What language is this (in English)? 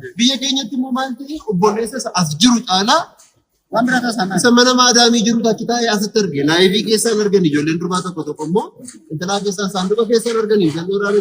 Oromo